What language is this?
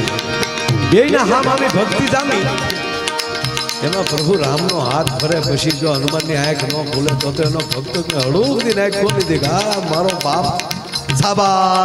Gujarati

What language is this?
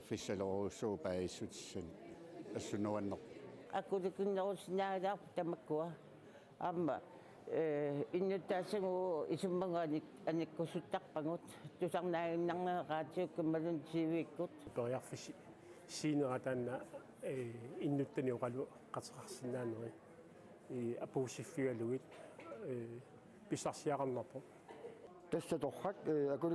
Kalaallisut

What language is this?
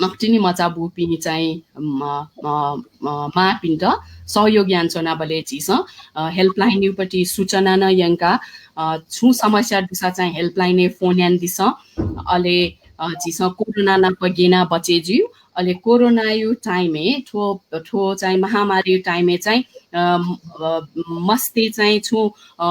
Newari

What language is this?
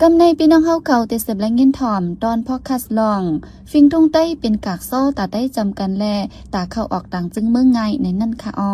Shan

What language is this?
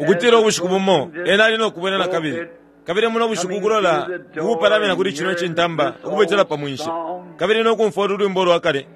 Bemba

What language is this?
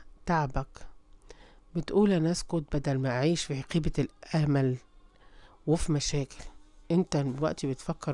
Egyptian Arabic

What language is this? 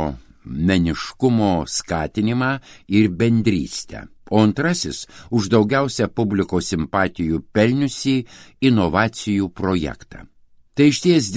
Lithuanian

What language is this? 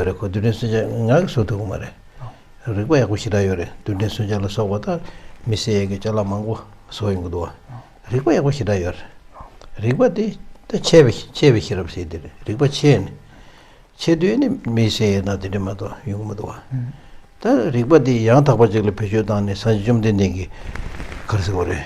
Tibetan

